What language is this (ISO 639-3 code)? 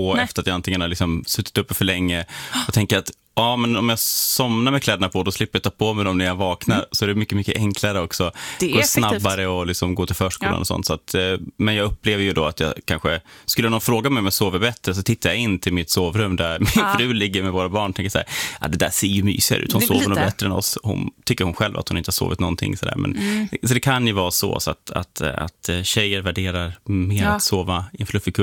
swe